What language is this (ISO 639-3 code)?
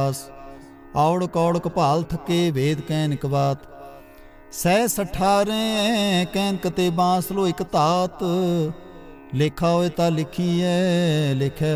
pan